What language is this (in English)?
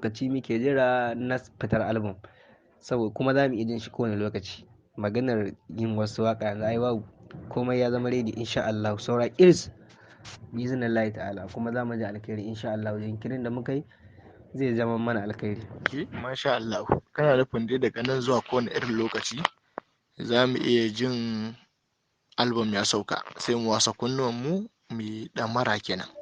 Hausa